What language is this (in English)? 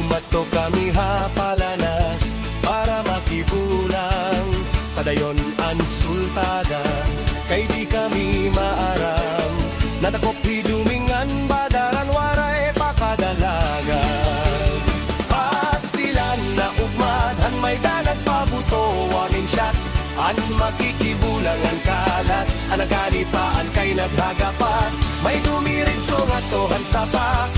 Waray